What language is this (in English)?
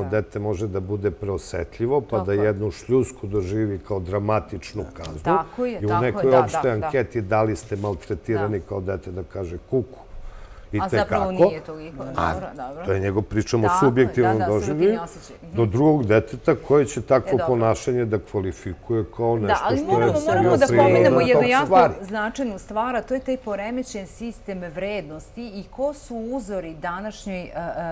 Serbian